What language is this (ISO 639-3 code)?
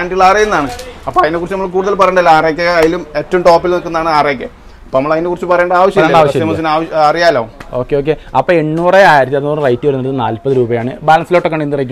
mal